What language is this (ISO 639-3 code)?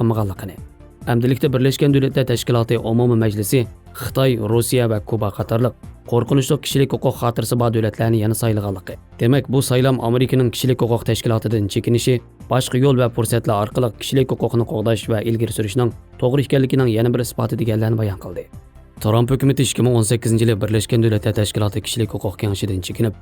uig